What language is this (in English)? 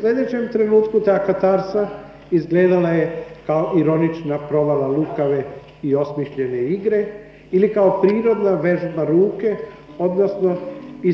Serbian